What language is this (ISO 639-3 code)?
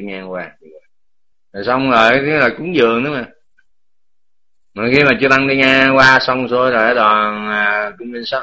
vie